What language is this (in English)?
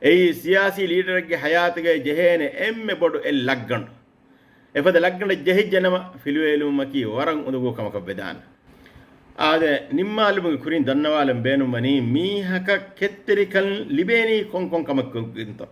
Divehi